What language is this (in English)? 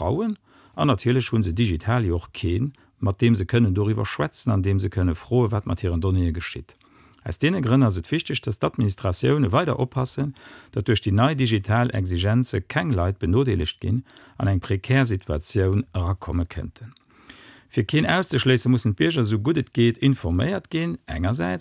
Luxembourgish